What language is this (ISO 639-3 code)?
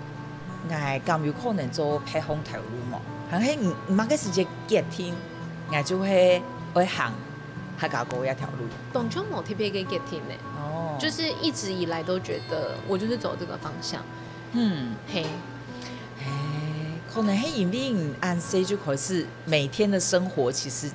hak